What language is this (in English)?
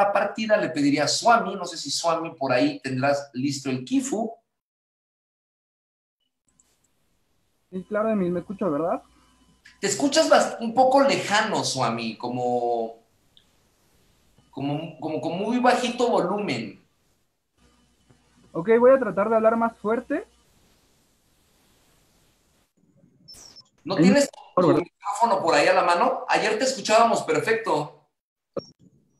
Spanish